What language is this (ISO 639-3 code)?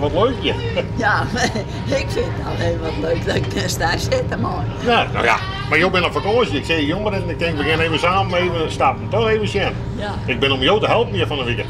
fry